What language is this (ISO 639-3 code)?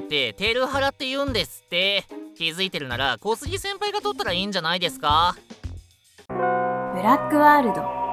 jpn